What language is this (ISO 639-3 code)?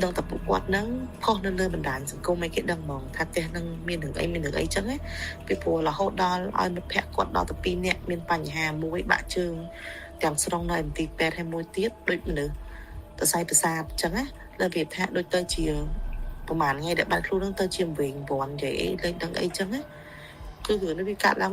khm